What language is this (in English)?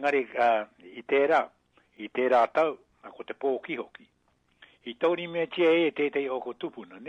Māori